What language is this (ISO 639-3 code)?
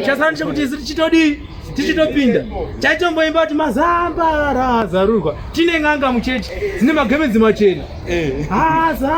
sna